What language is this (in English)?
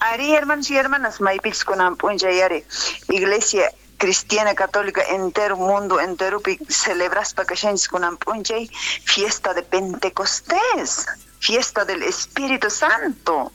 South Bolivian Quechua